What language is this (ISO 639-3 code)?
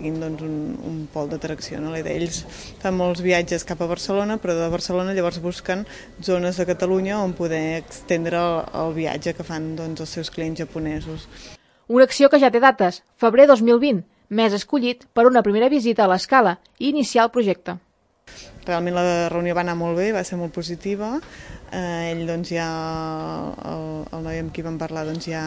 cat